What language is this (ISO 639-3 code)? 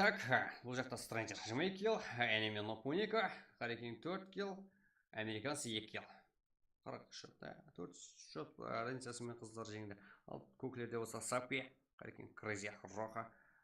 kaa